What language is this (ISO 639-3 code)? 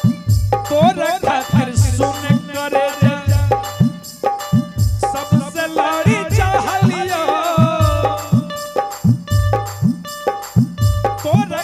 bho